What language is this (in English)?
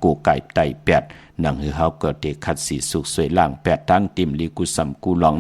Shan